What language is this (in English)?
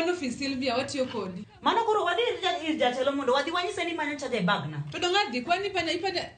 Luo (Kenya and Tanzania)